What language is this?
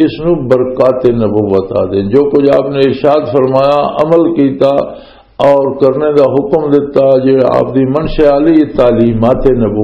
Western Panjabi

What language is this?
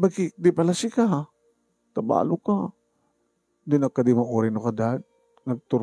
Iloko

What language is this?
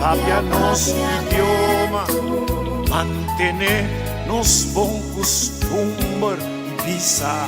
Papiamento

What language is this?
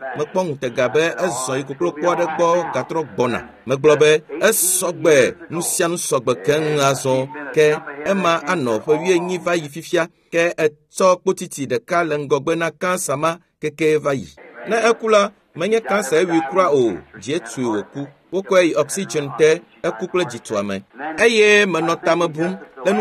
Ewe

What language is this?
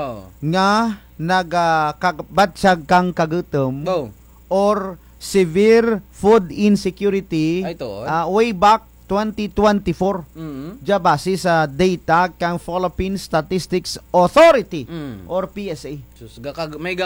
Kinaray-a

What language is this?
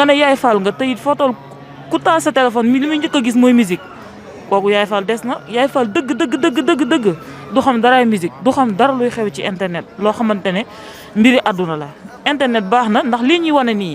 Wolof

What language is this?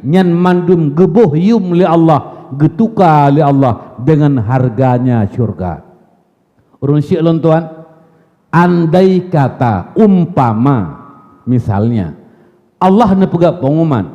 Achinese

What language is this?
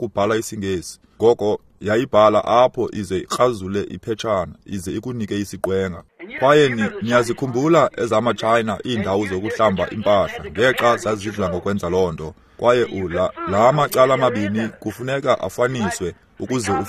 Xhosa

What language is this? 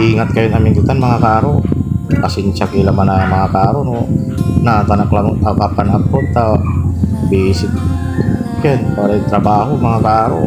Pangasinan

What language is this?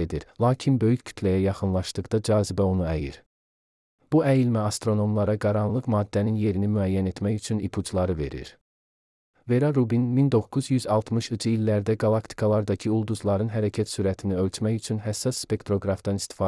Azerbaijani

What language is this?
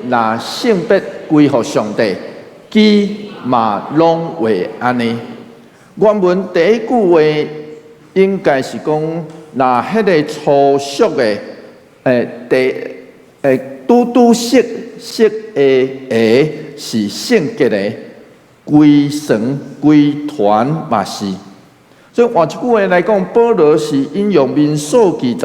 Min Nan Chinese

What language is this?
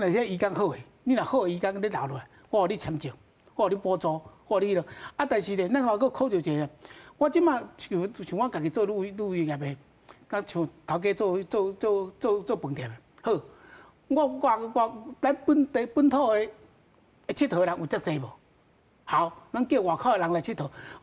Min Nan Chinese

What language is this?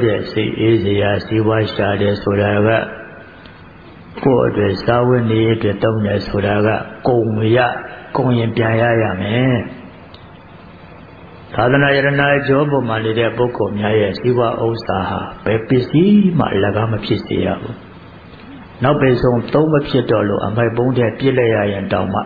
Burmese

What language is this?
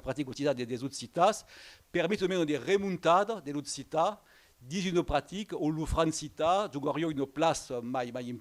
Occitan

